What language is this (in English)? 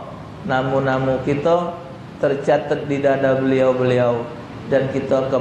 Musi